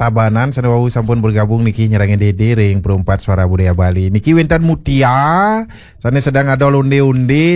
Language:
Balinese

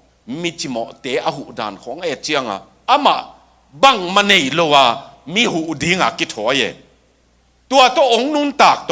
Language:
Tedim Chin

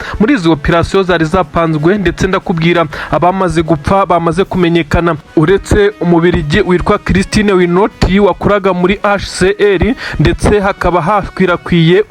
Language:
Kinyarwanda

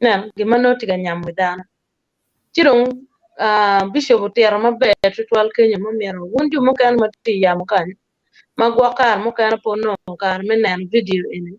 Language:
Acoli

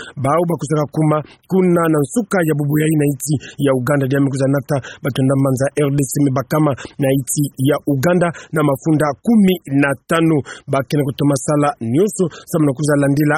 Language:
Kituba (Democratic Republic of Congo)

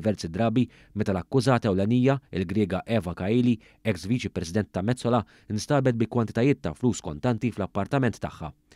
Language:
Maltese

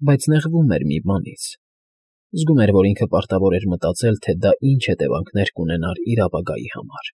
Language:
Armenian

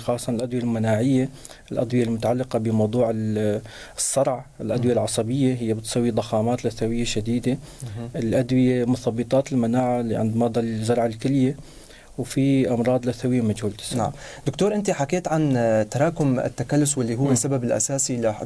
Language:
North Levantine Arabic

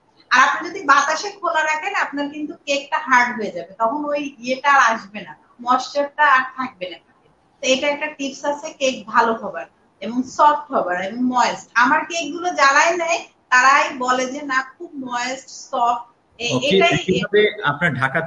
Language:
Bangla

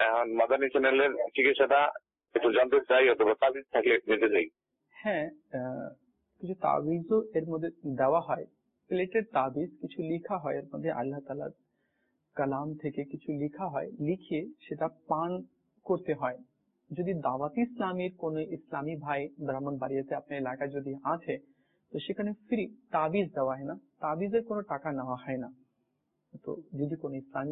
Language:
Bangla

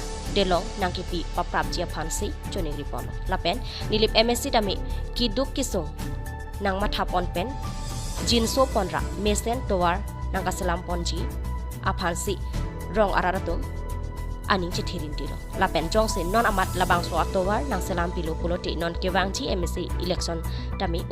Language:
Karbi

